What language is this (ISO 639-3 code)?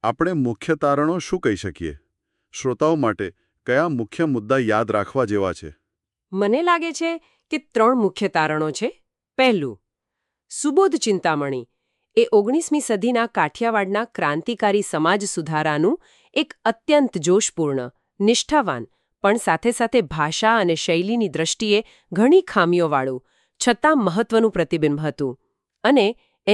guj